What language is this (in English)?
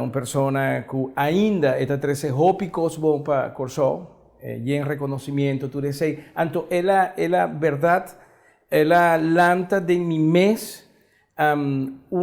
Papiamento